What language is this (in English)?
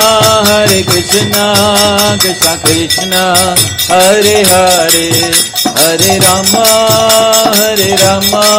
Hindi